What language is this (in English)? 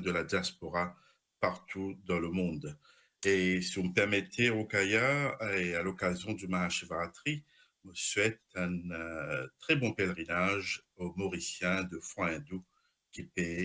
Morisyen